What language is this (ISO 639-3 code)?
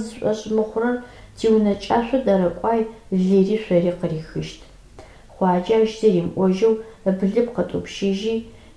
ady